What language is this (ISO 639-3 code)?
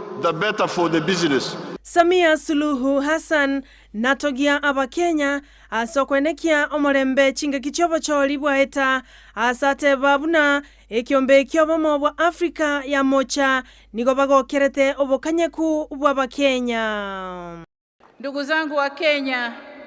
guz